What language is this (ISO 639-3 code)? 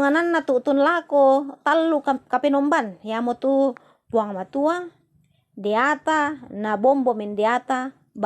sda